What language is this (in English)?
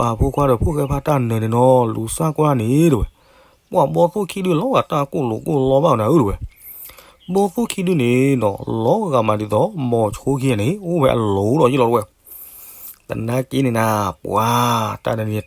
S'gaw Karen